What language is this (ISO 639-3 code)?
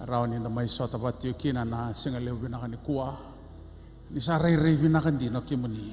fij